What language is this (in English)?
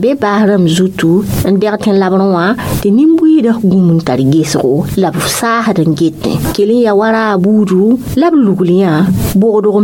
Mossi